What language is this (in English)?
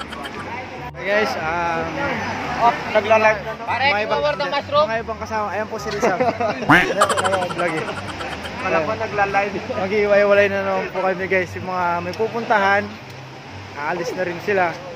Filipino